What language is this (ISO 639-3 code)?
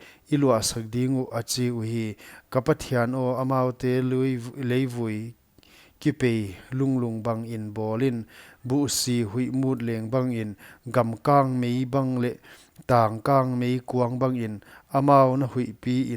pck